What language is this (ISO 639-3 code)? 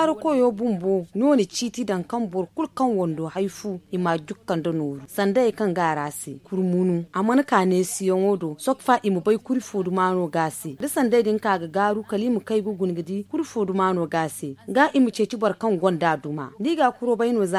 dje